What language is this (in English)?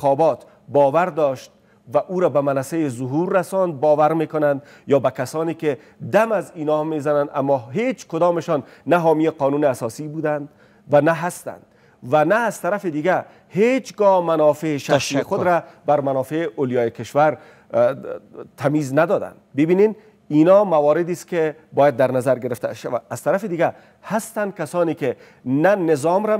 Persian